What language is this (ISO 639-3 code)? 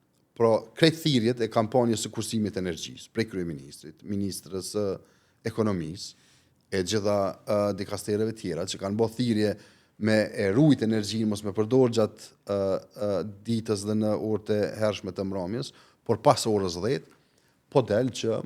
sqi